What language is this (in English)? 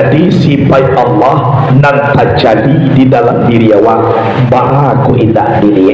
Minangkabau